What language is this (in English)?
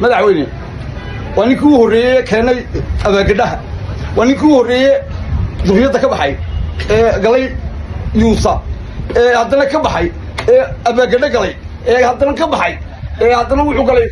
Somali